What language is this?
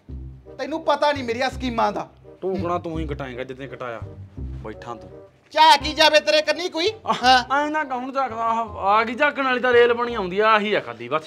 Punjabi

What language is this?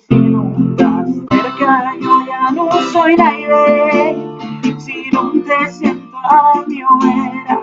Asturian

